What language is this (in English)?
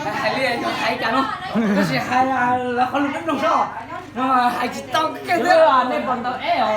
Hmong